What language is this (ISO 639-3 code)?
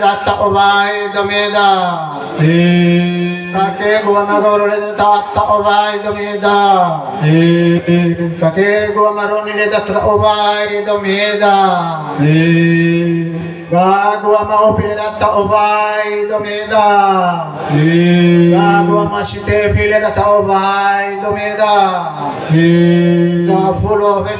nia